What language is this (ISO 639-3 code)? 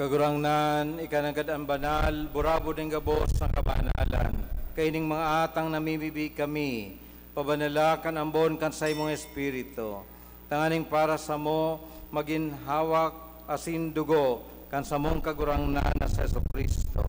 bik